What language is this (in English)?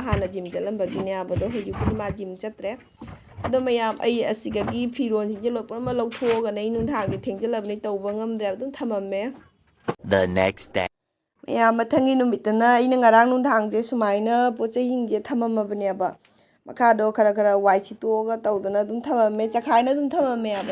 Manipuri